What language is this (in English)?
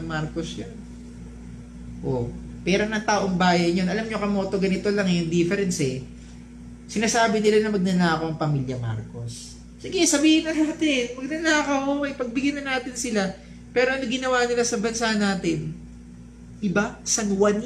Filipino